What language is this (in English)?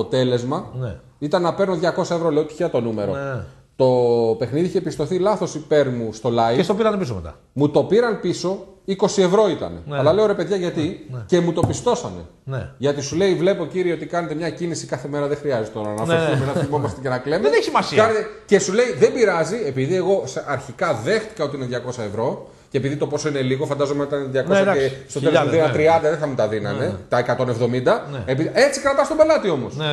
Greek